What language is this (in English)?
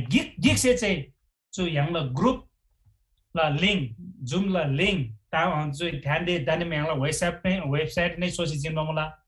Eastern Tamang